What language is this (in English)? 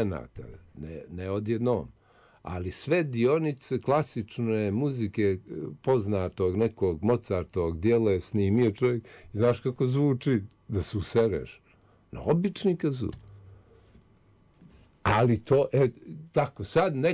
Bosnian